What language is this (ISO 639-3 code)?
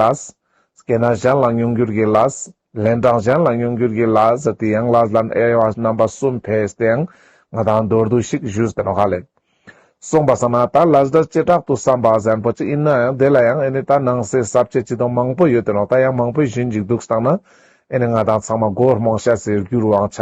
lbj